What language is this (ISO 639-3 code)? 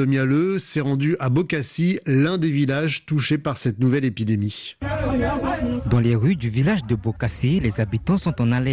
fra